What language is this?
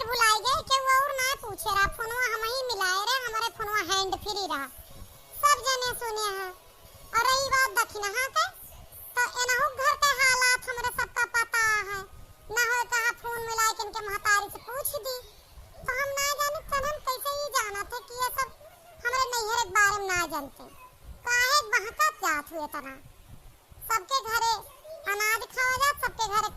Awadhi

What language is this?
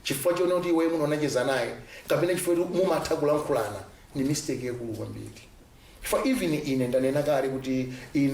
Nyanja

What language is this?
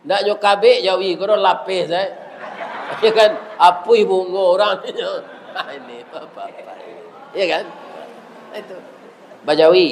Minangkabau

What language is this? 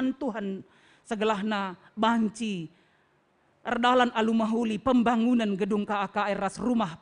Batak Karo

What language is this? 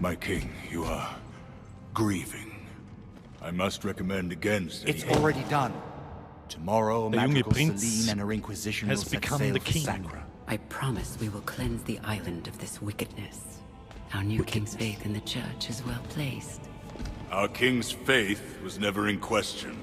Bavarian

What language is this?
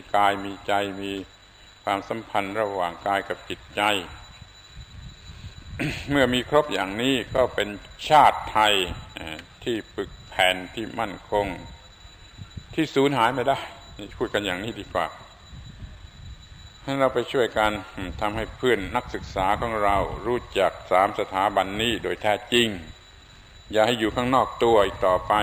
Thai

